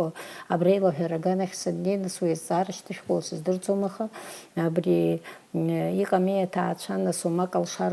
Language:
Abkhazian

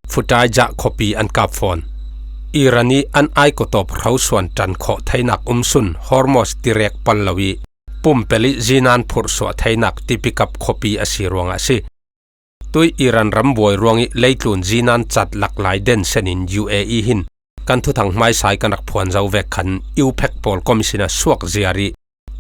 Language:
Falam Chin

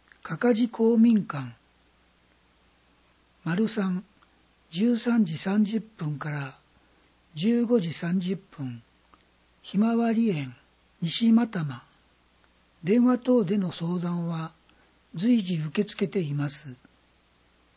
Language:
Japanese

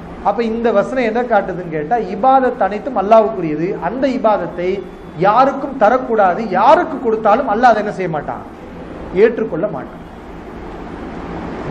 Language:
Tamil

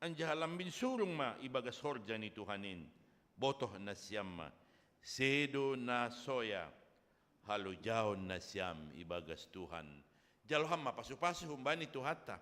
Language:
Batak Simalungun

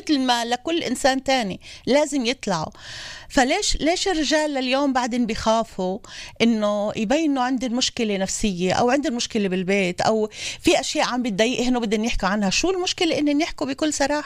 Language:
North Levantine Arabic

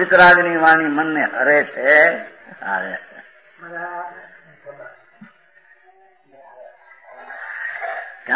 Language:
Gujarati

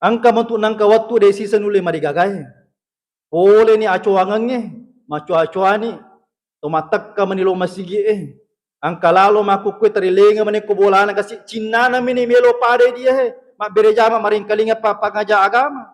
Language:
Buginese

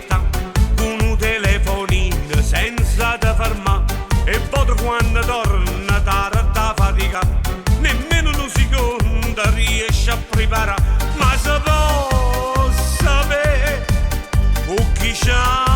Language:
Neapolitan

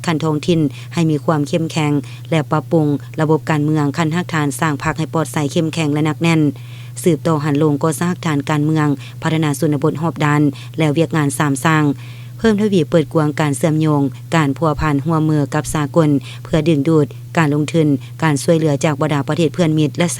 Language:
Lao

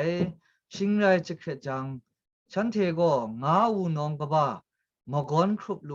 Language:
Kachin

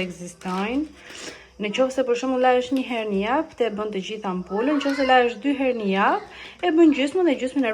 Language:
Albanian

